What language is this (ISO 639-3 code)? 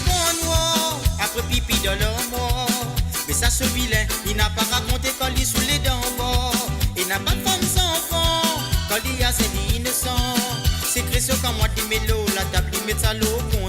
mfe